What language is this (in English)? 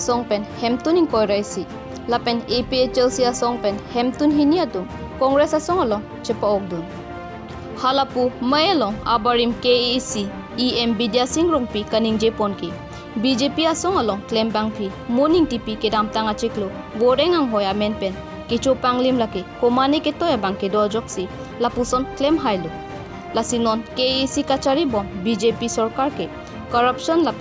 Karbi